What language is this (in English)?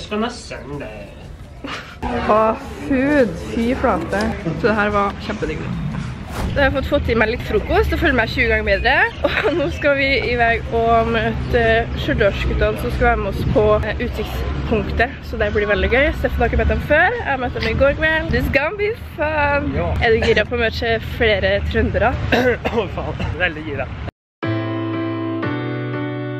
Norwegian